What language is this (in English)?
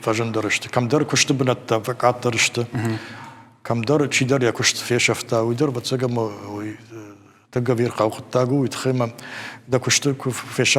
Ossetic